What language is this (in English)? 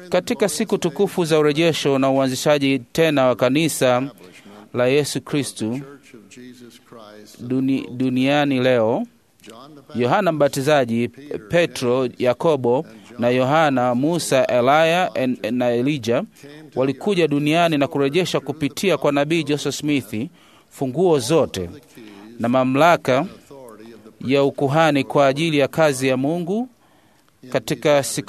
Swahili